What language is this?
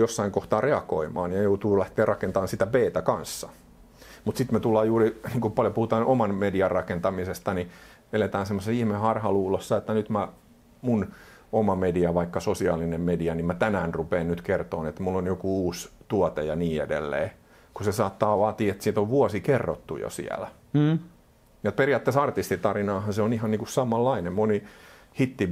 Finnish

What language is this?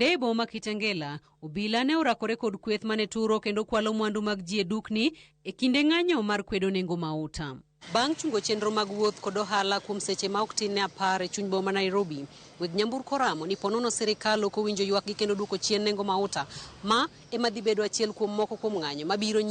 Luo (Kenya and Tanzania)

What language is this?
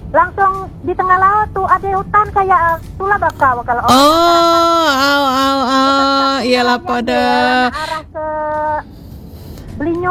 Indonesian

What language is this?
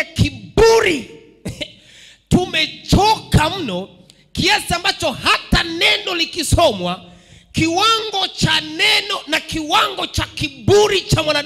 Swahili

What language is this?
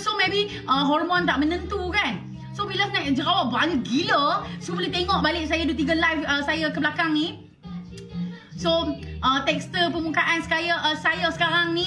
Malay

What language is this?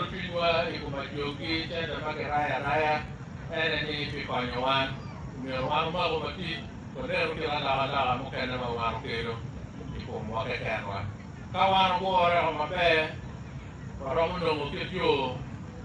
Acoli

